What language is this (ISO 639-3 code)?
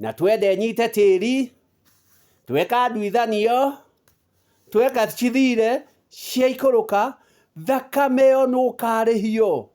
kik